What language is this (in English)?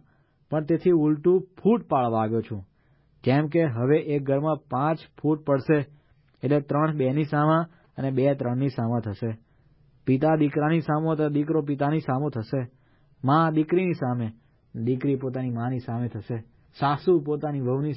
Gujarati